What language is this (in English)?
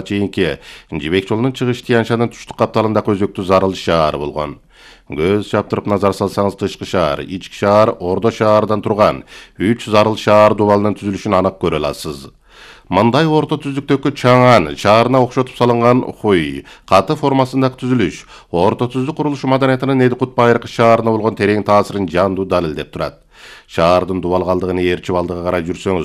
Kyrgyz